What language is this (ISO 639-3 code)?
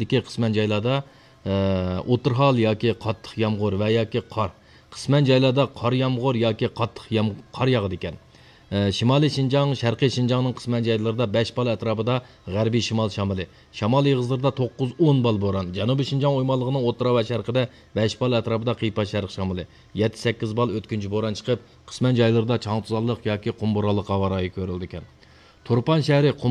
uig